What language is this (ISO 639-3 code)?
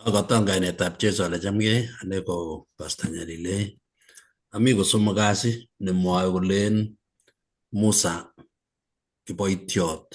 kln